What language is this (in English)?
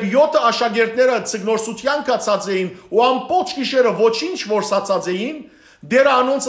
Western Armenian